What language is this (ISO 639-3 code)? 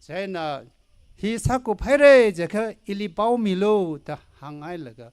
nmf